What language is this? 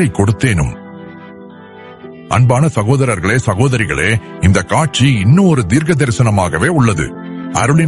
Tamil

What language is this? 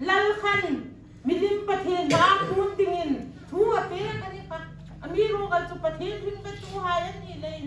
Hmar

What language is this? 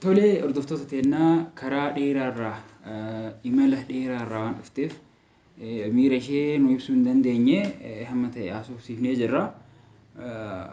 Oromo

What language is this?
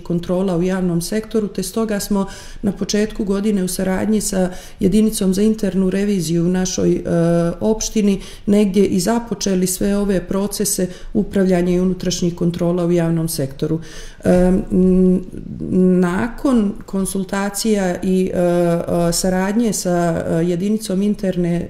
Bosnian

